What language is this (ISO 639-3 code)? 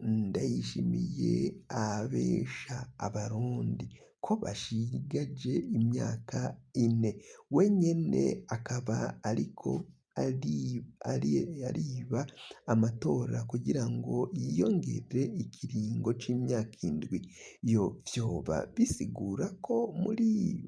run